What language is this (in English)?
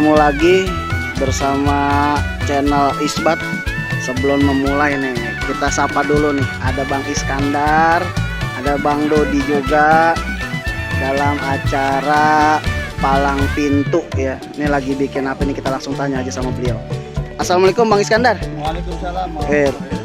Betawi